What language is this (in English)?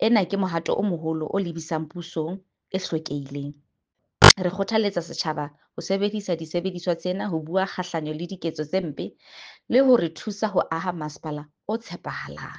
Southern Sotho